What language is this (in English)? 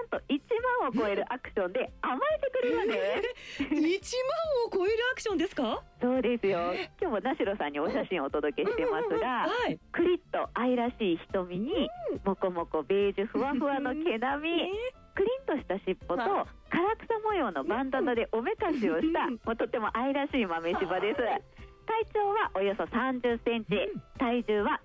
Japanese